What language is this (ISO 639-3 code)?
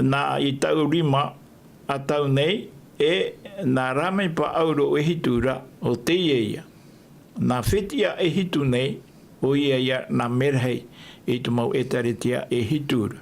tah